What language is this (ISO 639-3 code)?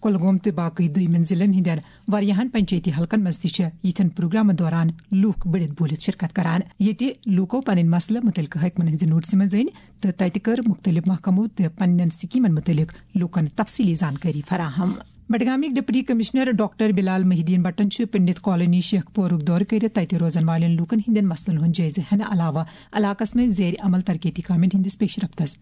kas